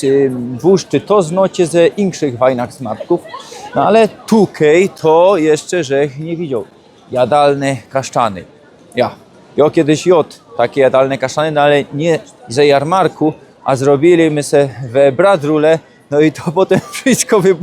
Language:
Silesian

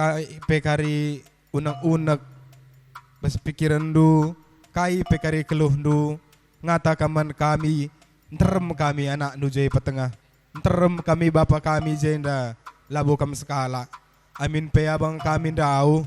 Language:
Batak Karo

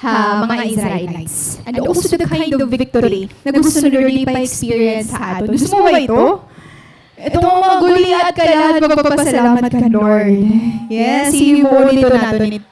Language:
Waray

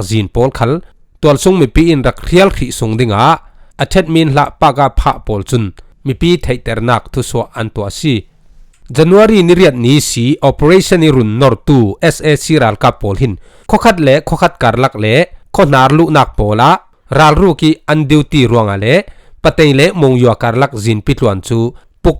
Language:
Falam Chin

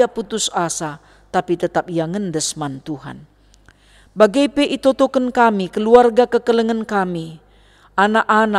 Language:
Batak Karo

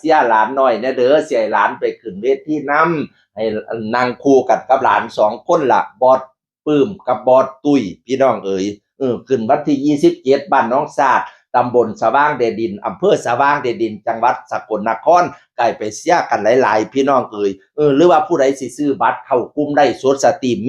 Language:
Northeastern Thai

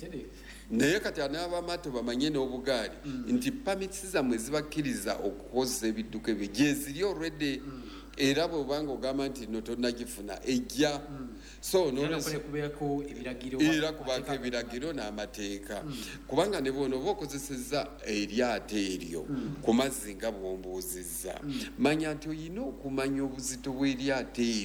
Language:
Ganda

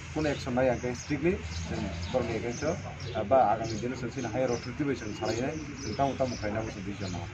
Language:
Kok Borok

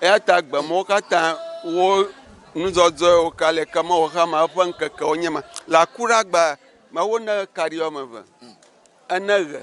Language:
Ewe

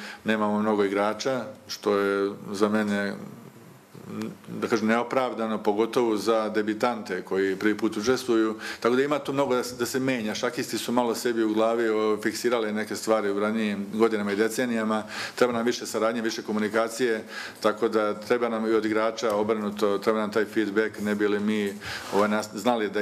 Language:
Serbian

